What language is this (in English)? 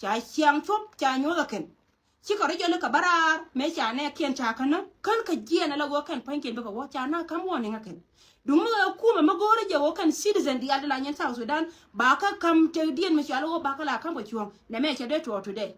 Nuer